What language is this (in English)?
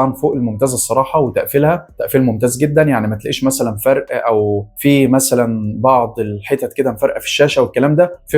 Egyptian Arabic